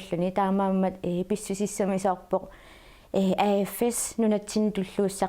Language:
Kalaallisut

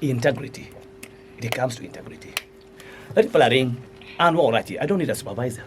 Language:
Acoli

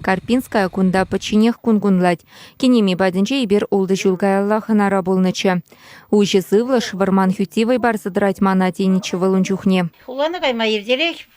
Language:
Chuvash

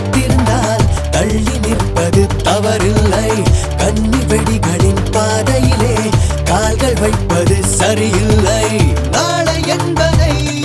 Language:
Tamil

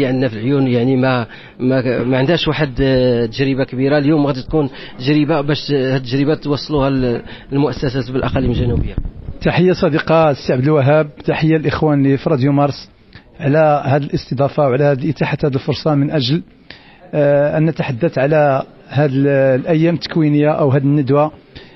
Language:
Moroccan Arabic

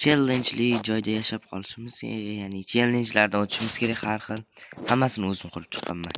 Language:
Uzbek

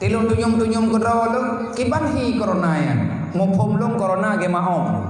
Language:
Achinese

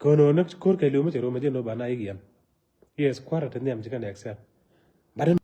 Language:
Nuer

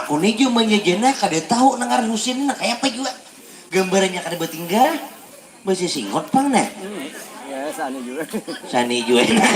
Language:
Banjar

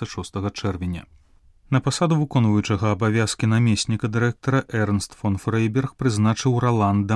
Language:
Belarusian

